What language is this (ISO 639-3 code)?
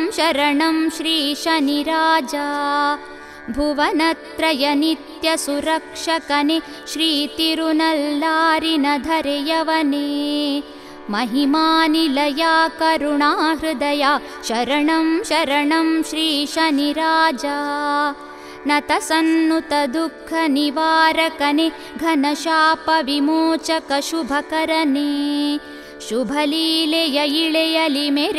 kan